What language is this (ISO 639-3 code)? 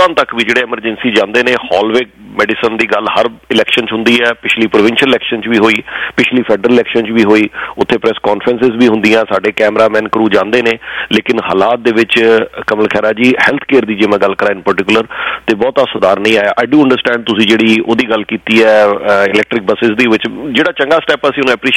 pan